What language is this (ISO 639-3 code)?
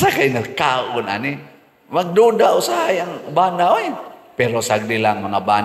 ceb